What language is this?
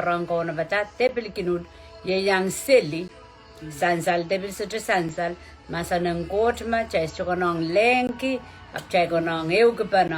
Pohnpeian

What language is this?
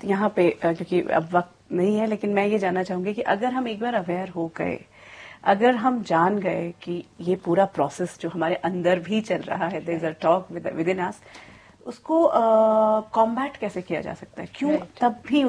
Hindi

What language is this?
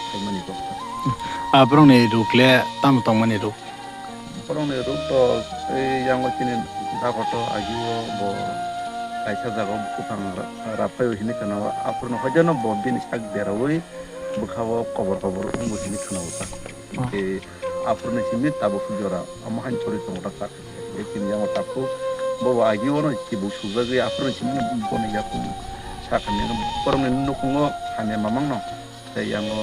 Kok Borok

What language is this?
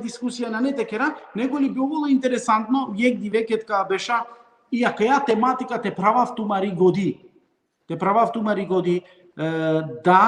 Balkan Romani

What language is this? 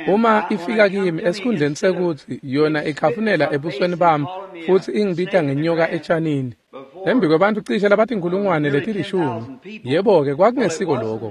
Swati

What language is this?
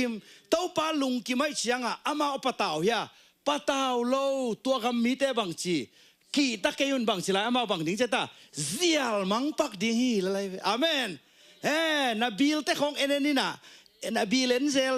Tedim Chin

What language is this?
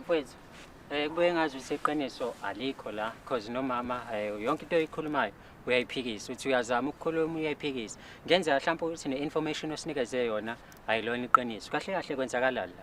Zulu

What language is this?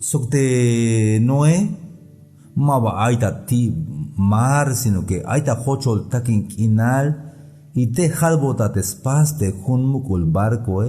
Tzeltal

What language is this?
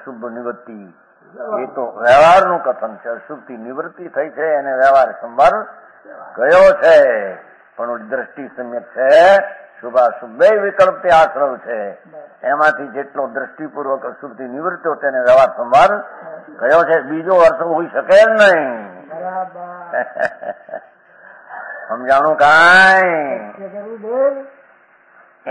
Gujarati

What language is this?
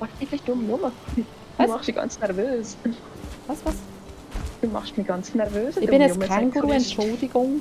Swiss German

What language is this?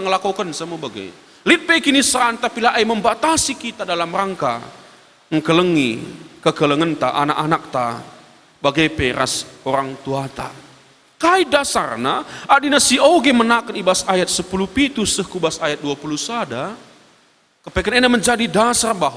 Batak Karo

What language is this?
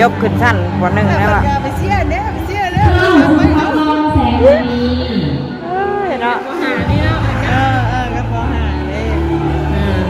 Northeastern Thai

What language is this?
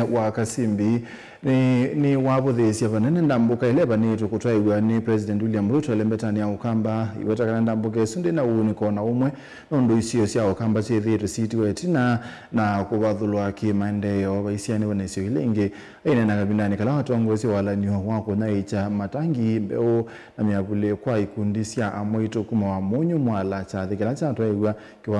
Kamba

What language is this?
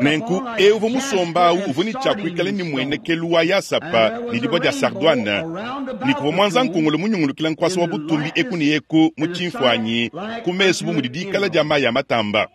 Luba-Lulua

